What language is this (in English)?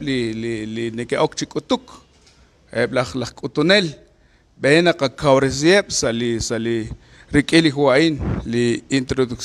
Kekchí